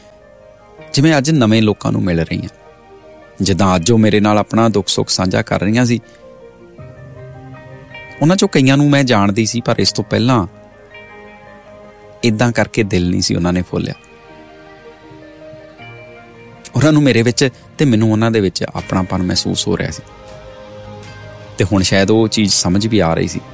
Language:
Punjabi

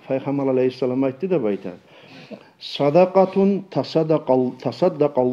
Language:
Kumyk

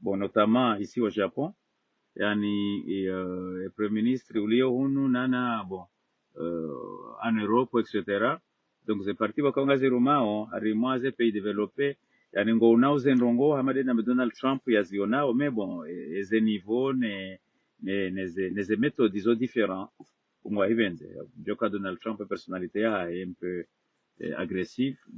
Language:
Ngazidja Comorian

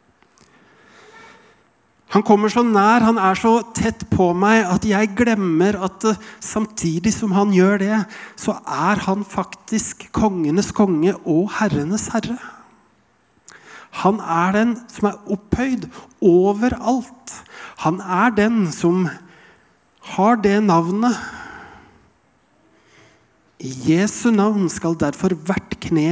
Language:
Norwegian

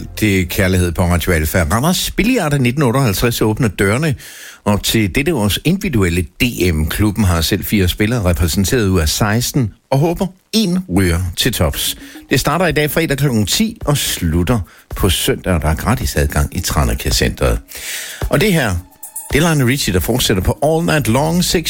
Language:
Danish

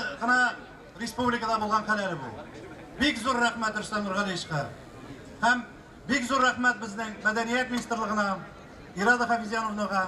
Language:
Tatar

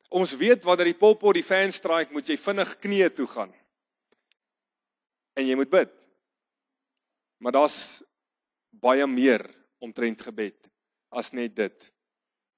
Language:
Afrikaans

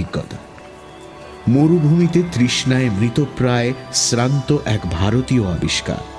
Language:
Bangla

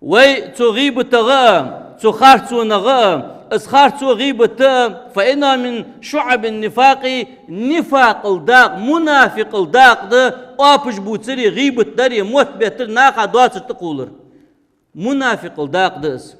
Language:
Ingush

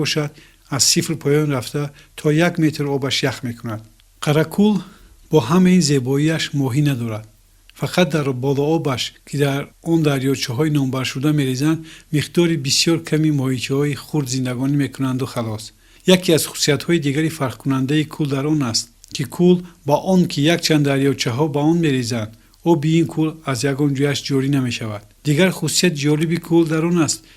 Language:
Tajik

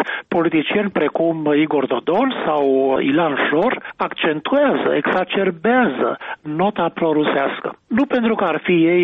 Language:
Romanian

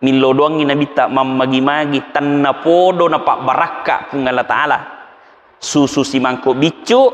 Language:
Buginese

